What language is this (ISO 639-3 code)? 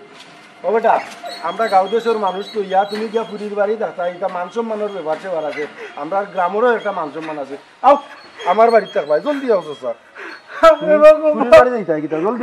syl